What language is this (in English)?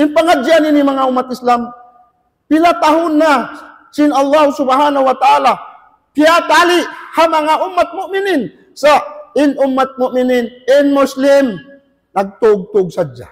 Tausug